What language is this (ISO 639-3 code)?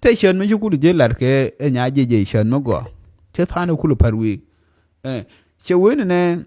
nus